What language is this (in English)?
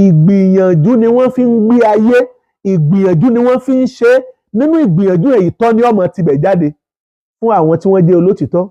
Yoruba